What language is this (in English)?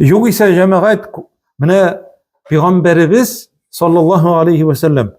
Tatar